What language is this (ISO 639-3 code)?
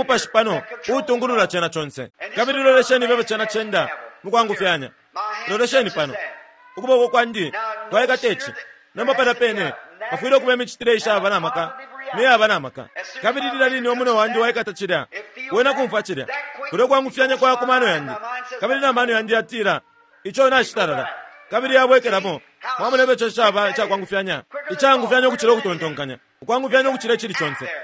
bem